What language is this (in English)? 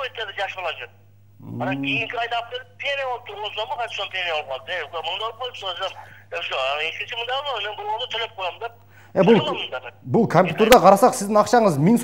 Kyrgyz